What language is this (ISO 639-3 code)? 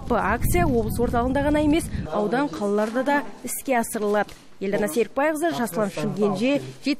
kaz